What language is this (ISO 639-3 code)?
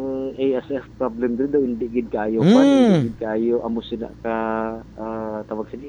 hil